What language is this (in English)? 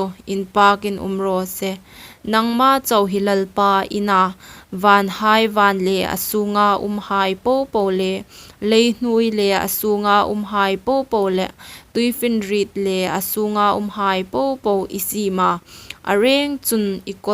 Hmar